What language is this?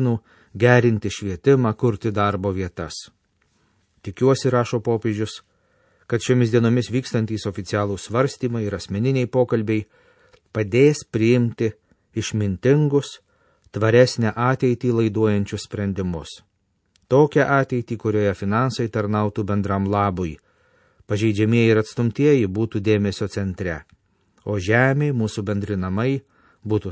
Lithuanian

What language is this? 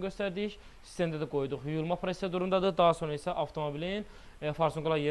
Azerbaijani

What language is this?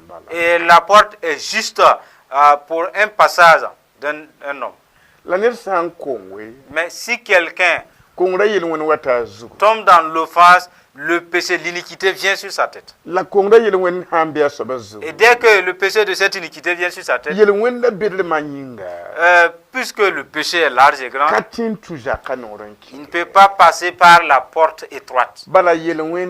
Mossi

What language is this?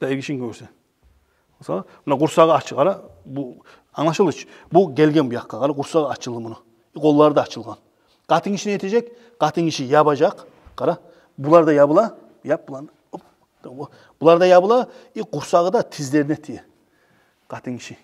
Kumyk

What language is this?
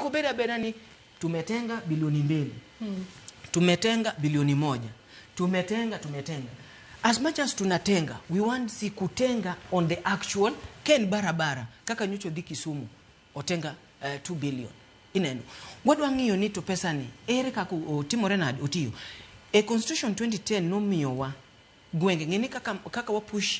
Luo (Kenya and Tanzania)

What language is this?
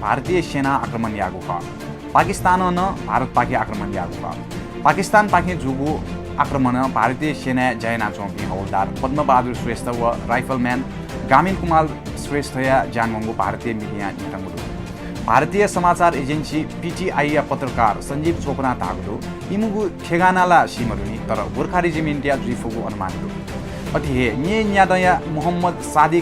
Newari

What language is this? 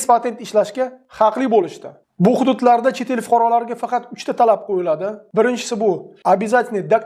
Uzbek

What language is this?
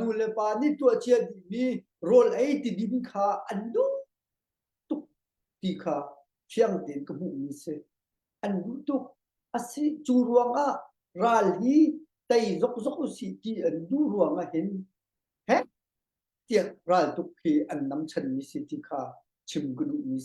Hakha Chin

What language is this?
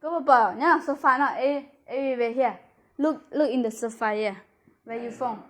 Hmong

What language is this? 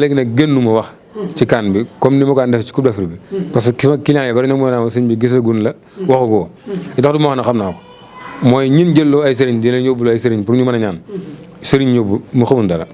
Wolof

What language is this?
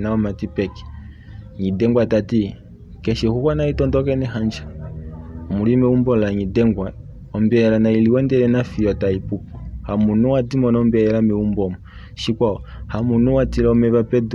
Kuanyama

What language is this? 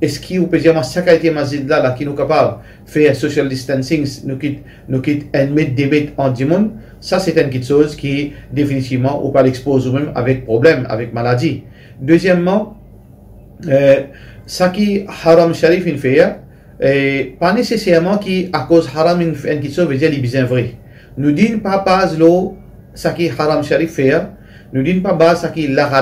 Morisyen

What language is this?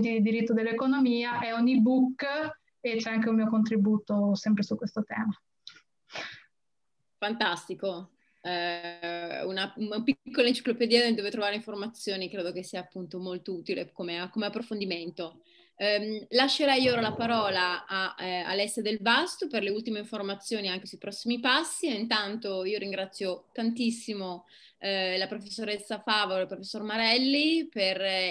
Italian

